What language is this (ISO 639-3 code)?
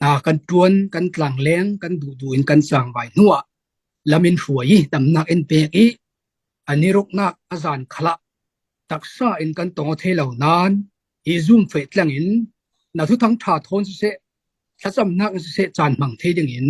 cfm